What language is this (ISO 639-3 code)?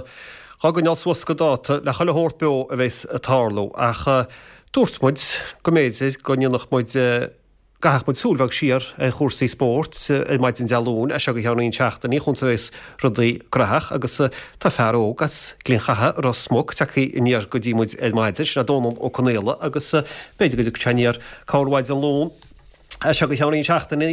gle